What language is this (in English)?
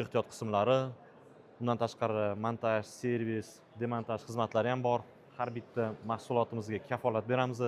Uzbek